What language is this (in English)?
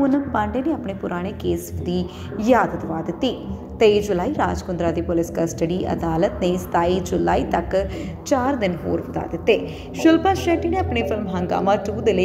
Punjabi